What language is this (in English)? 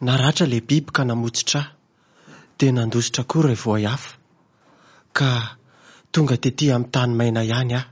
Malagasy